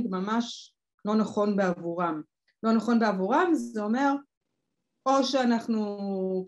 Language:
Hebrew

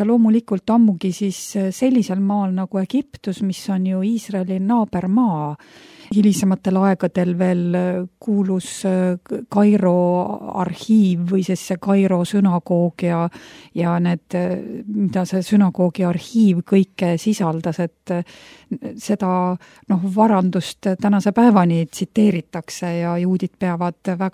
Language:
Estonian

